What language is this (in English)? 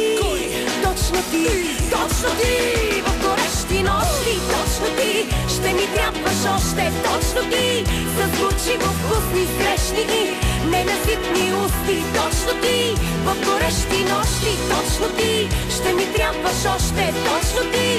Bulgarian